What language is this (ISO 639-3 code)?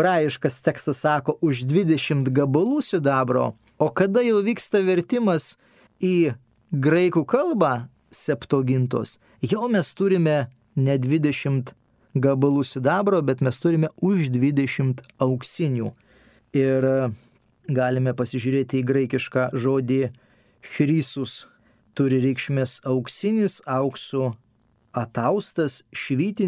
lit